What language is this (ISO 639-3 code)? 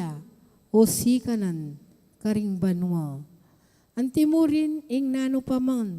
pam